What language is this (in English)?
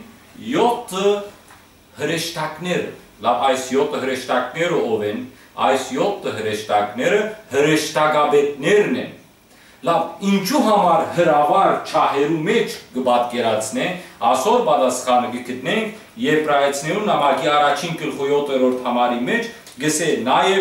Western Armenian